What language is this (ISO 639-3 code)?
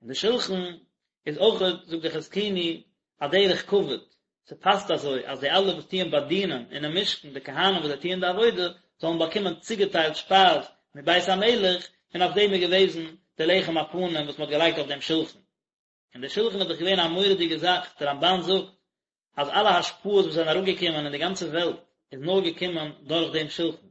yid